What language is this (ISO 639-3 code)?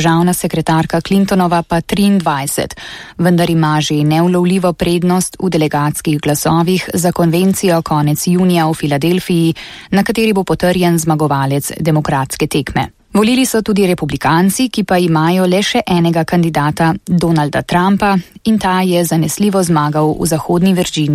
slv